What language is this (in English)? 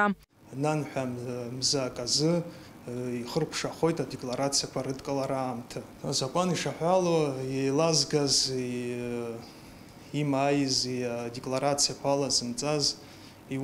Abkhazian